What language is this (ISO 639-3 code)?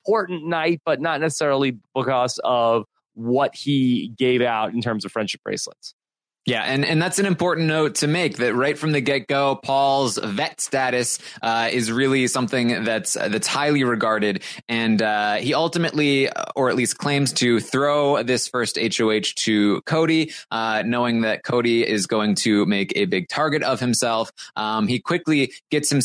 eng